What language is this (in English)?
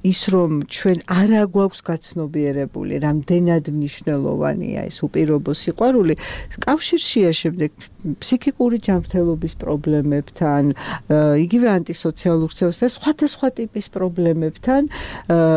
Georgian